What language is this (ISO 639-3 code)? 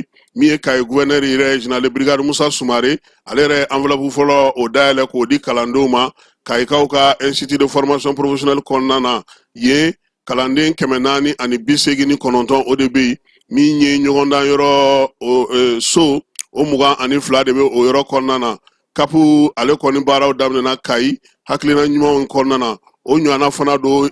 bam